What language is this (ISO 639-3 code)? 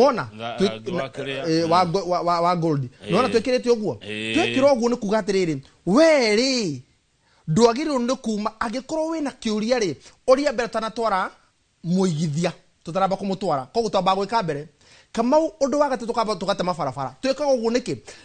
kik